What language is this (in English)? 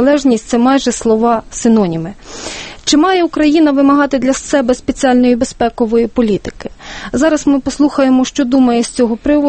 Ukrainian